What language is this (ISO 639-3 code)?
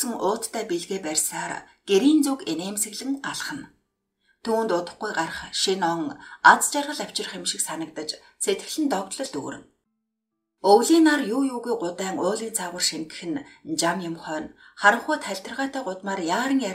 mon